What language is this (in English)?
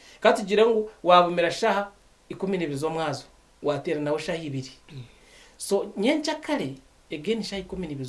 Nyankole